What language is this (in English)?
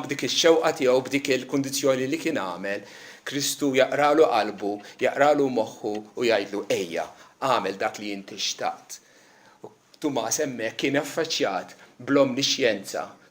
Maltese